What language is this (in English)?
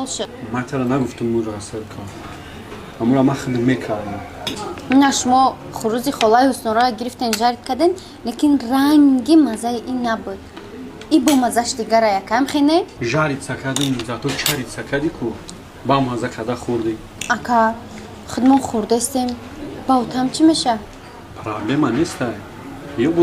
Tajik